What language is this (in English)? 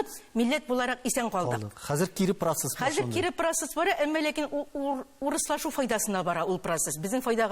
Tatar